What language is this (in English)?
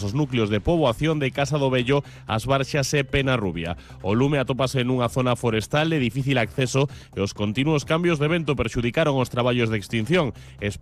Galician